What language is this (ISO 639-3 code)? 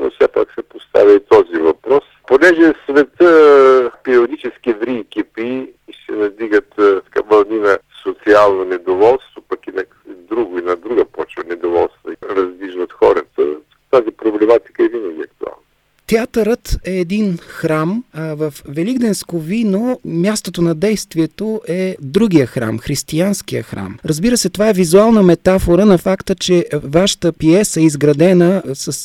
bul